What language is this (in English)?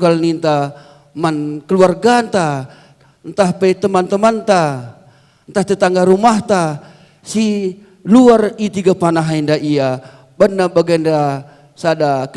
Batak Karo